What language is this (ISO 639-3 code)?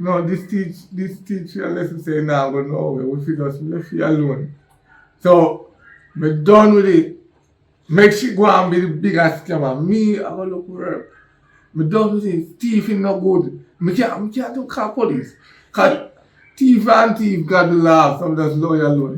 jam